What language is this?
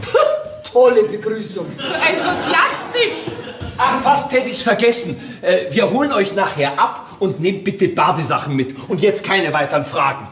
Bavarian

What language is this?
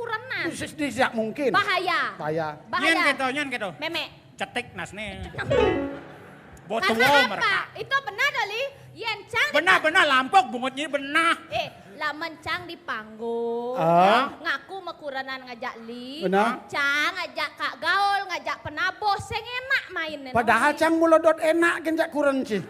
Balinese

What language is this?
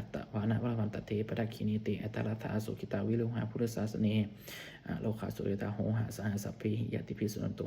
Pali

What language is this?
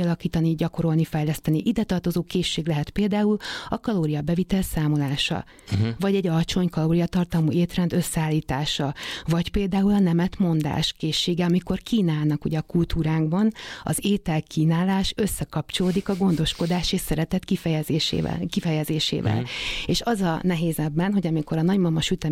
Hungarian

